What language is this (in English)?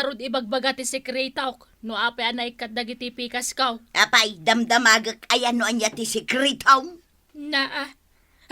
Iloko